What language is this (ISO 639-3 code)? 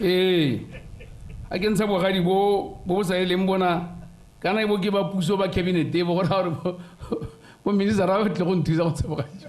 tsn